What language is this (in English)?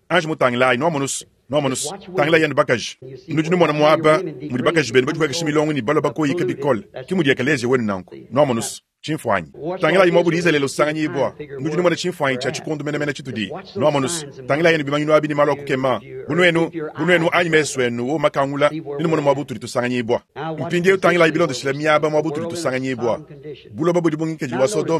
Luba-Lulua